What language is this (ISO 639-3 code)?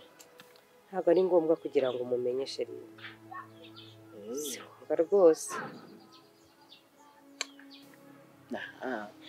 kin